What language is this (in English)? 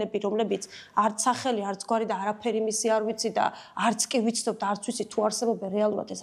Georgian